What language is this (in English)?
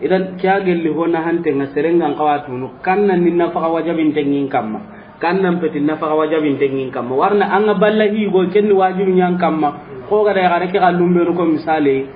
Soninke